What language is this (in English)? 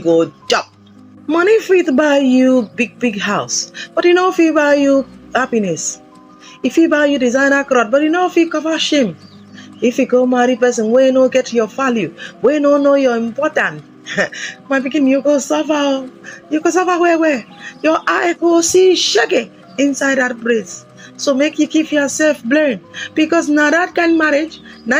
Nigerian Pidgin